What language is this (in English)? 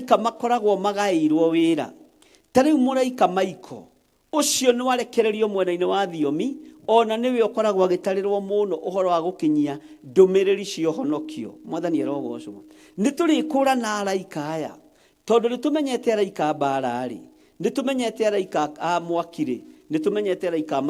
Kikuyu